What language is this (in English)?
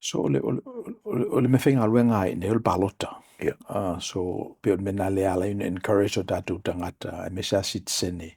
Samoan